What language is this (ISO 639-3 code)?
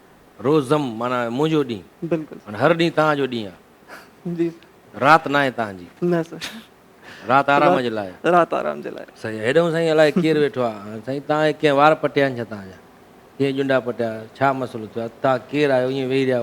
snd